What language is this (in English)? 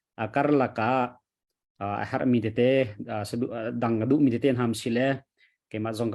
Hakha Chin